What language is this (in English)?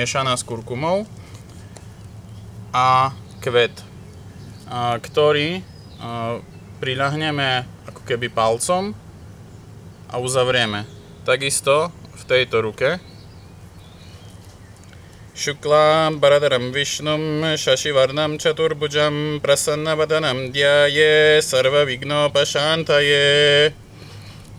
Slovak